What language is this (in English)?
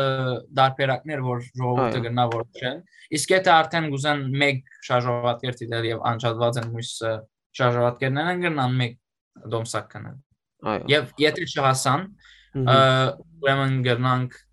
Western Armenian